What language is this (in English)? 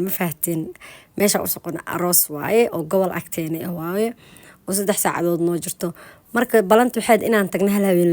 Somali